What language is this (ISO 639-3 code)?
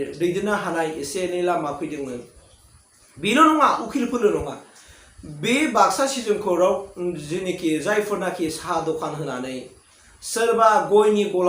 brx